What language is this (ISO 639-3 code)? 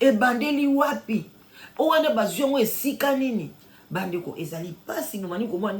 lin